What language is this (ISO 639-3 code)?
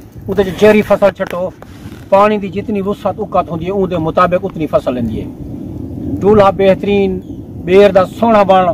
skr